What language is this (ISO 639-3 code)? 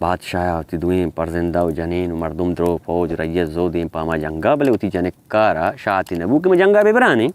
bal